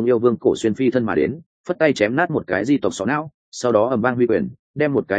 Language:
Vietnamese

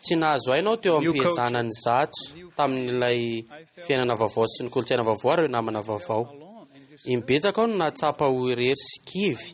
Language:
Malagasy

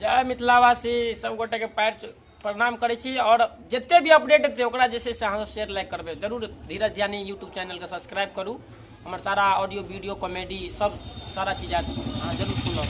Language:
Maithili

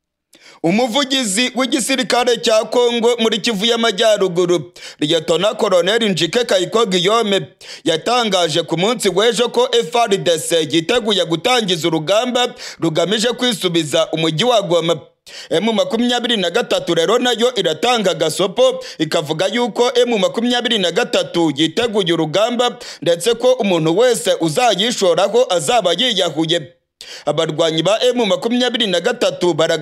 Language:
Kinyarwanda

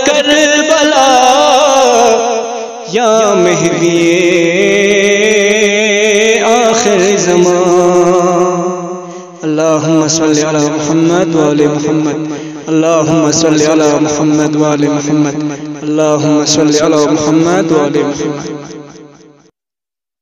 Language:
Balti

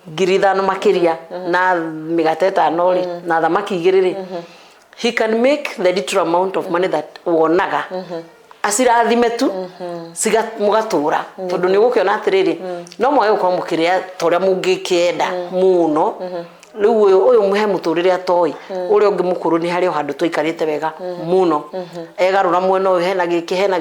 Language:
Kikuyu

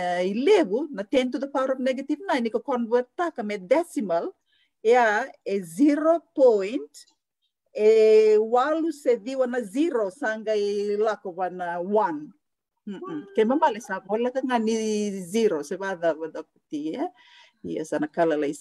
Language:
Fijian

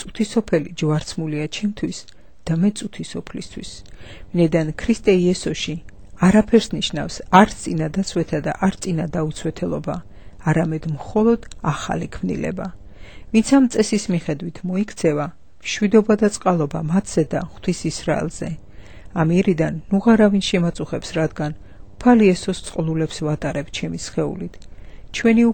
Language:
Georgian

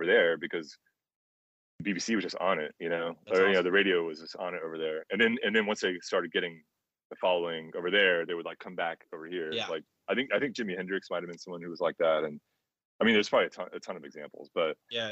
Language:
English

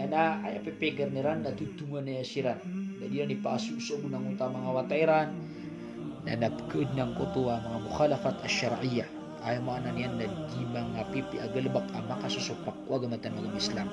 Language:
Maranao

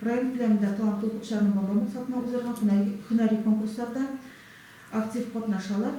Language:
Tatar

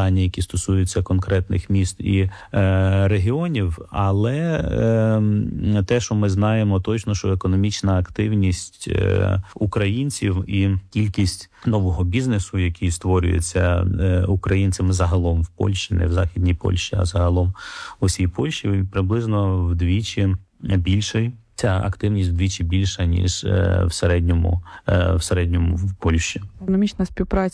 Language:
Ukrainian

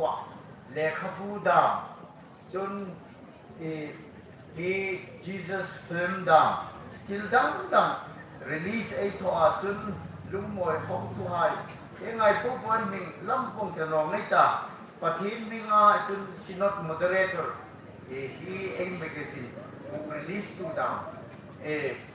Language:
Hmar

